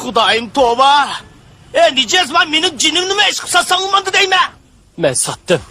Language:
Uyghur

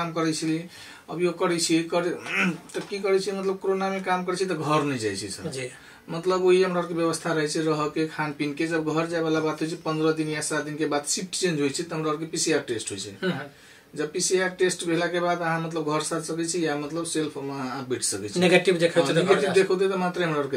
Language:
Maithili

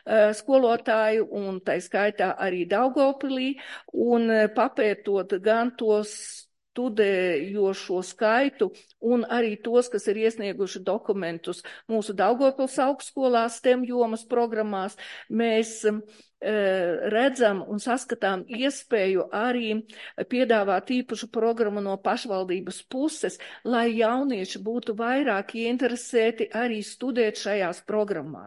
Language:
Latvian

